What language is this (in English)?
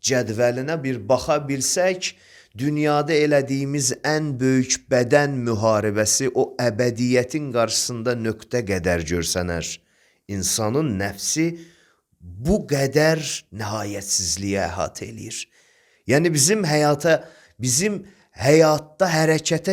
Azerbaijani